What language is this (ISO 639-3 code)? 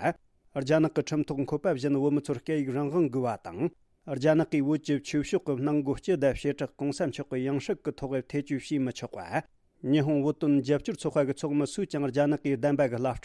bod